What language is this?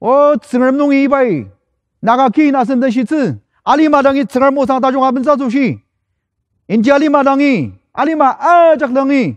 Ao Naga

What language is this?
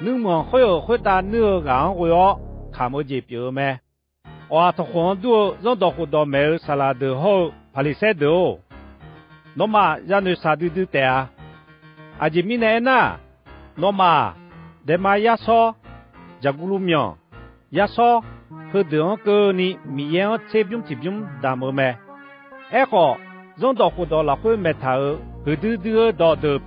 Akha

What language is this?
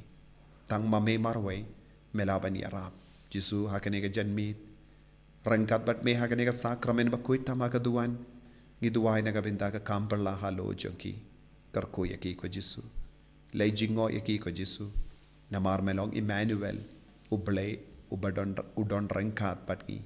Khasi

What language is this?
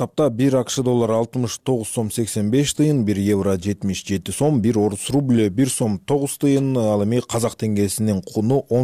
Kyrgyz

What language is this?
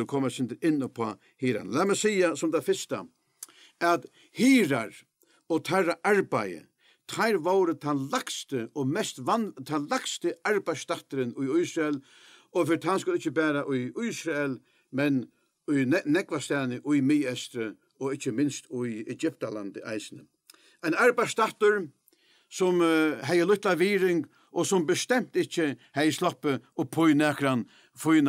Faroese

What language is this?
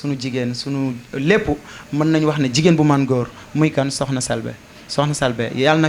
Wolof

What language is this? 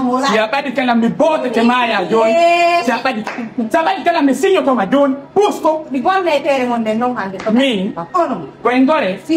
Fula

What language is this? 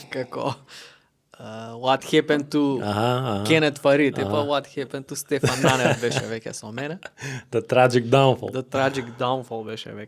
Macedonian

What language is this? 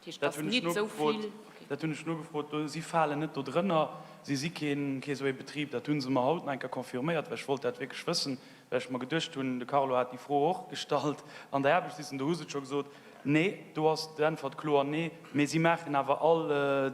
Luxembourgish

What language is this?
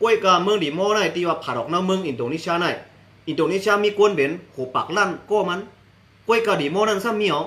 Shan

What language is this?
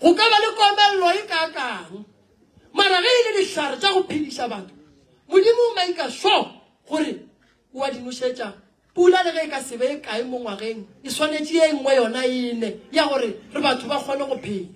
Northern Sotho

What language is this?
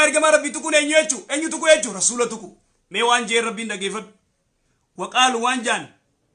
Oromo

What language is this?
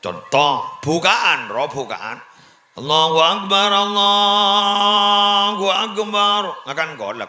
Madurese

